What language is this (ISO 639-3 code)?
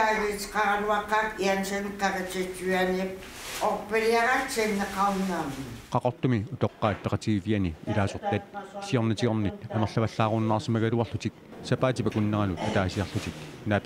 kal